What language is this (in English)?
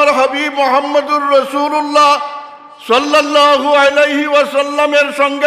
Sylheti